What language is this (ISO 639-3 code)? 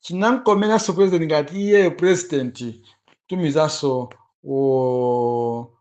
nya